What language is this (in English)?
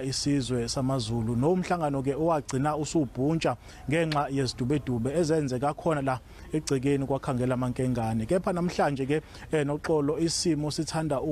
Zulu